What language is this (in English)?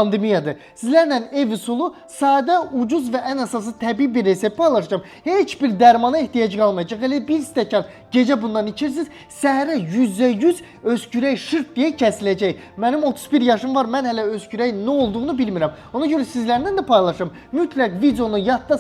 Azerbaijani